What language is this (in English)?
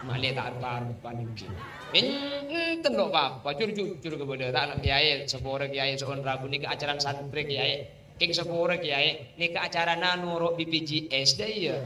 Madurese